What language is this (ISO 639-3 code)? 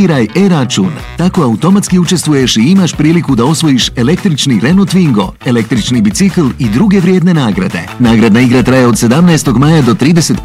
bos